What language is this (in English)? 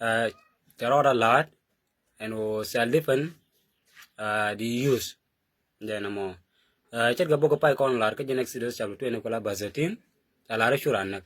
Nuer